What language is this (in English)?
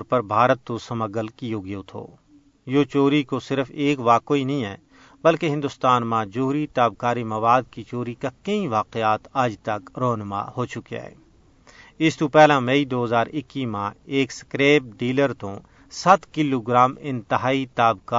Gujari